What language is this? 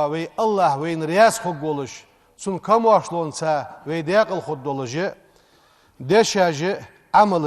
Ingush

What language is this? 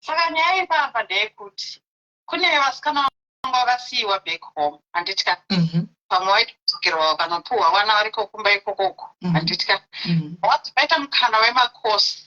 Shona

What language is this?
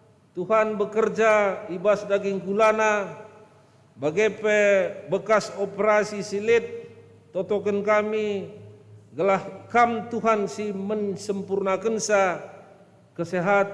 Batak Karo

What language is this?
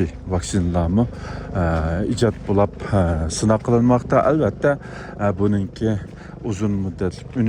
Uyghur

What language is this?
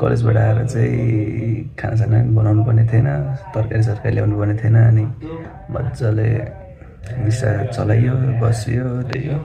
Nepali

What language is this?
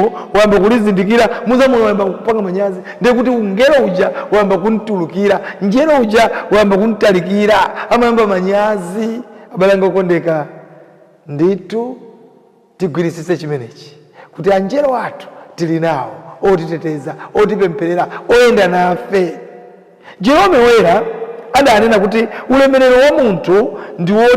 Nyanja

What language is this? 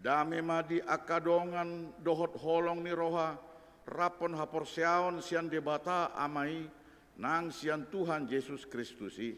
Batak Toba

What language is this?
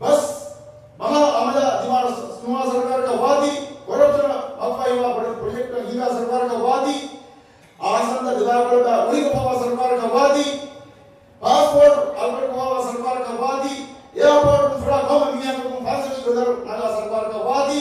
Divehi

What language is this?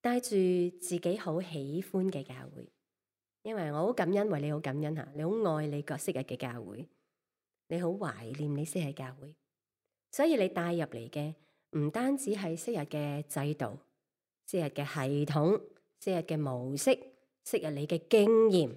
Cantonese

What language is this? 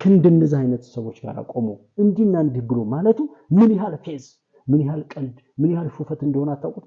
Amharic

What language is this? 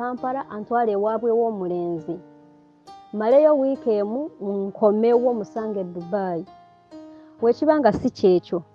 Ganda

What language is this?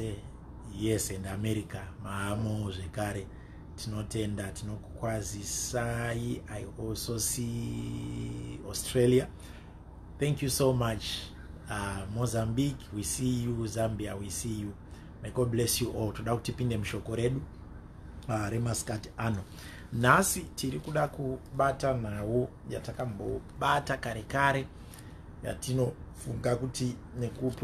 Shona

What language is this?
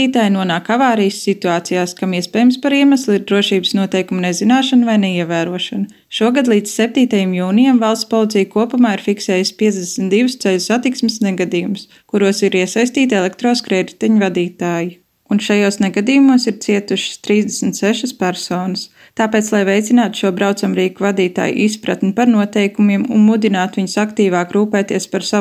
Latvian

